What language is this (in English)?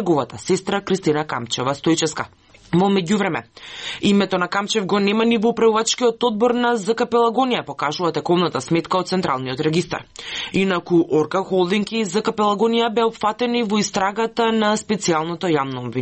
Macedonian